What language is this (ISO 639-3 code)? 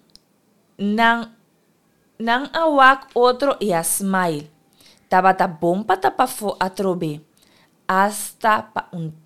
pap